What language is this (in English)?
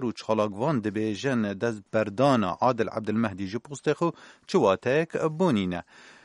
Kurdish